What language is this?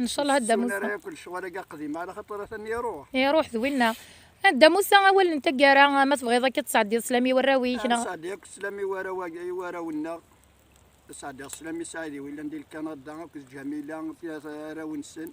Kabyle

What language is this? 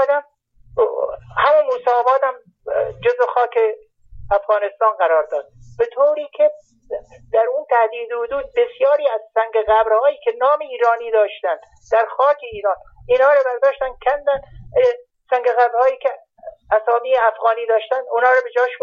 Persian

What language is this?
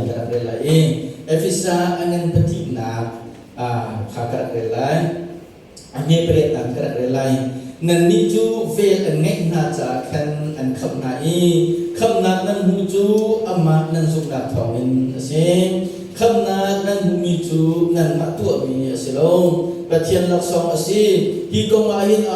Hakha Chin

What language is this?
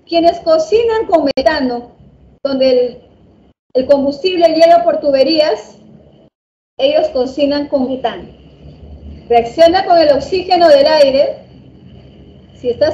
Spanish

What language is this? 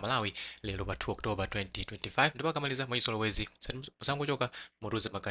Nyanja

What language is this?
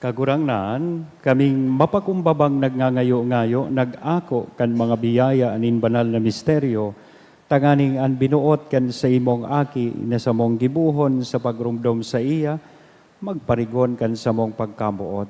Bikol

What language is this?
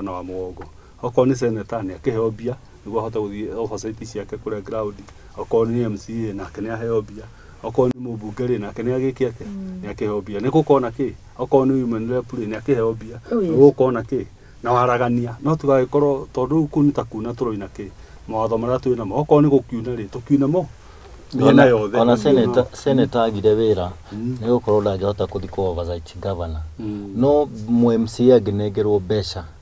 Kikuyu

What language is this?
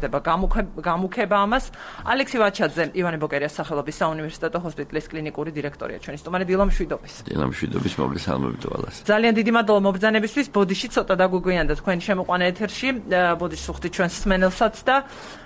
Georgian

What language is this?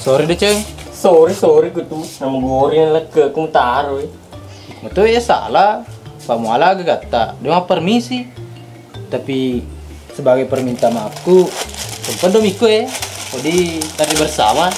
Buginese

